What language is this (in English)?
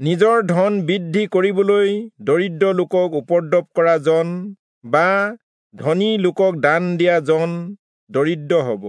Assamese